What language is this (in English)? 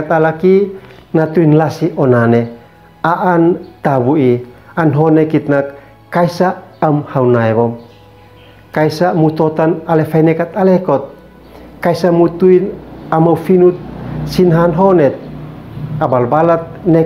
Uab Meto